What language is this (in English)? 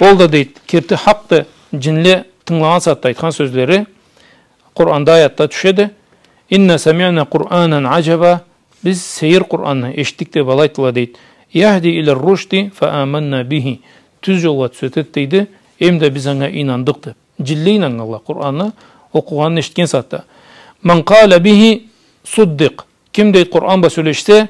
Karachay-Balkar